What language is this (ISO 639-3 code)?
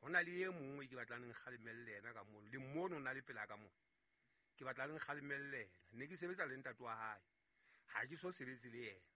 sot